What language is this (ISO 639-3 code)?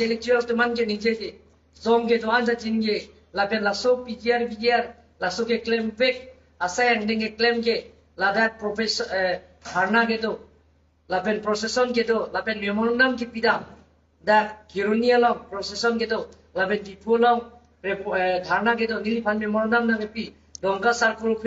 mjw